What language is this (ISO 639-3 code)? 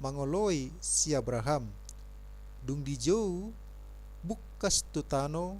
bbc